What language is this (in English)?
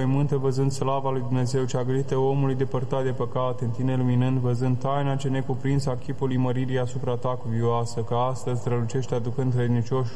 Romanian